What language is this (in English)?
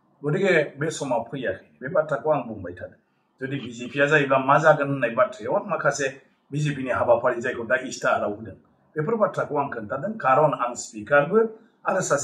Bodo